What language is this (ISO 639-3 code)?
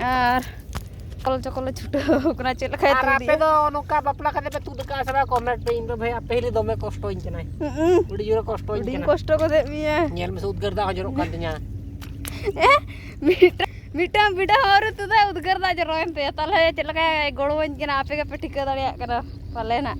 sat